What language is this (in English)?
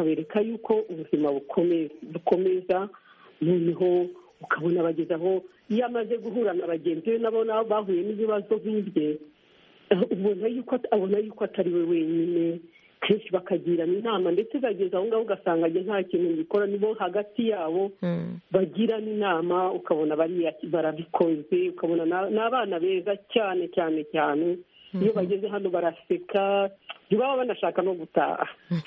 Kinyarwanda